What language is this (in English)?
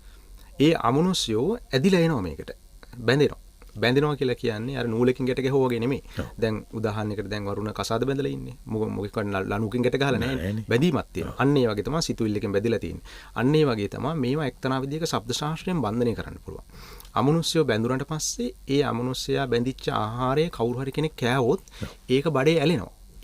Sinhala